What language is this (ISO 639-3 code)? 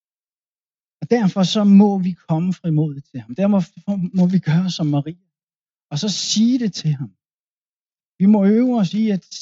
dan